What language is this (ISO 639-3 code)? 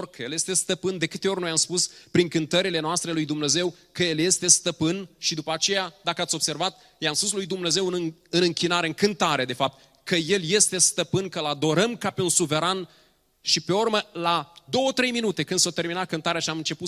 ron